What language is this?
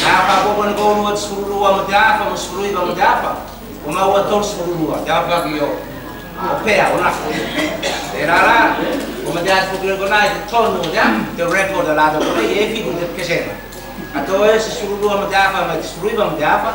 Samoan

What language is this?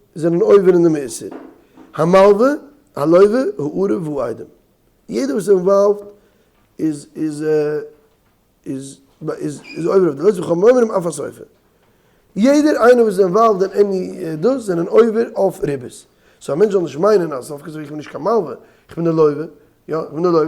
Yiddish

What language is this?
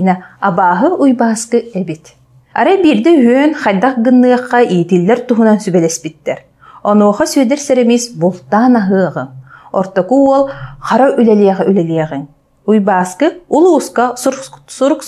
Yakut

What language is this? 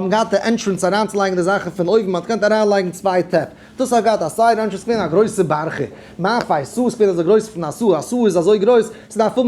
Yiddish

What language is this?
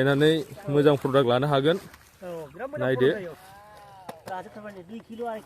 Bodo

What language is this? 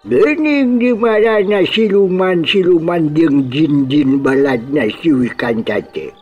Sundanese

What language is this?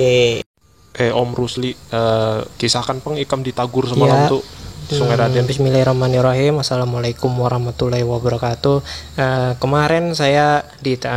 Banjar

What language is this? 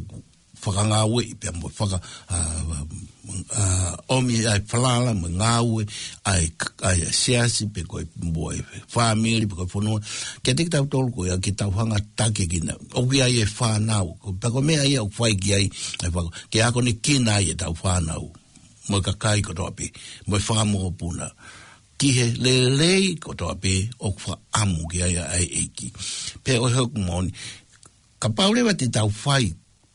Tongan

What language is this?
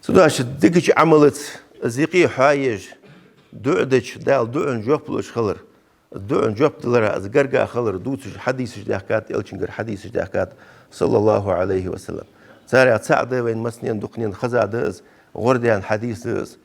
Ingush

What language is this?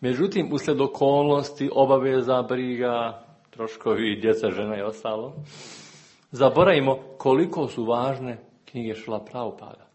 Serbian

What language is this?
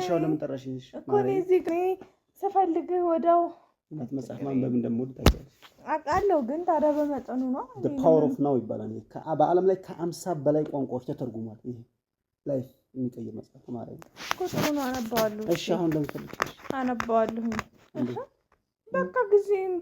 Amharic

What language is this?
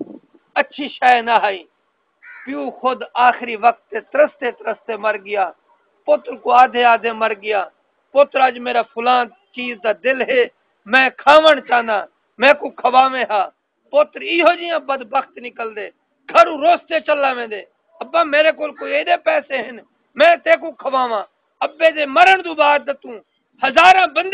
Saraiki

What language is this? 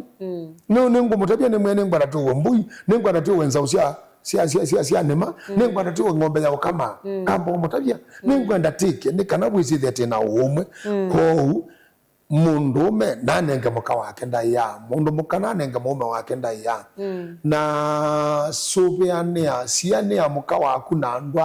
Kamba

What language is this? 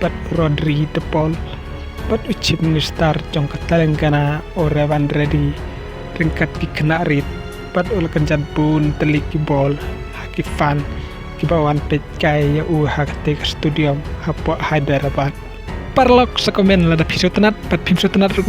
Khasi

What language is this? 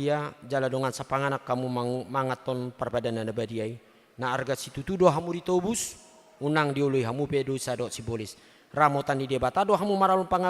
Batak Toba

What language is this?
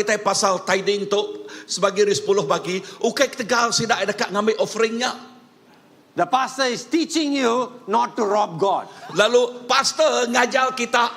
Iban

